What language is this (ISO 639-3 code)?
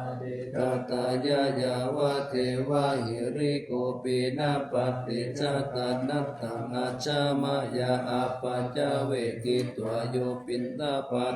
pli